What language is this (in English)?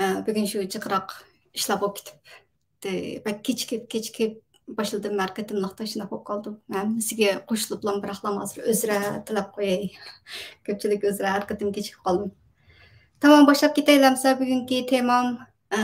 Uyghur